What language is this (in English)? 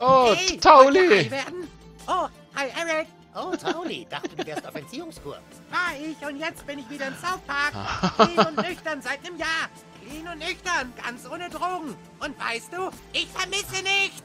Swiss German